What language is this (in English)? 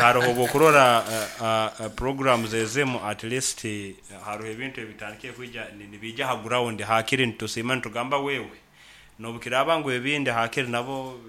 Nyankole